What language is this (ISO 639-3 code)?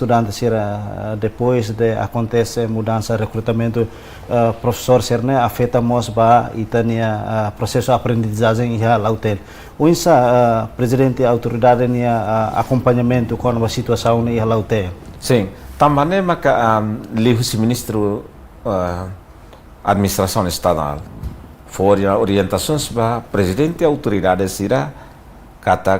tet